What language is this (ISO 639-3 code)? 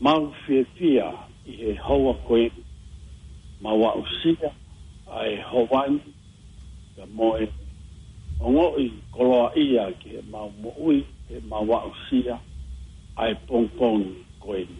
ton